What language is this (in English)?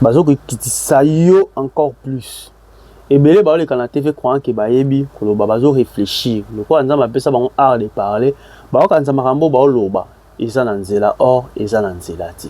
Lingala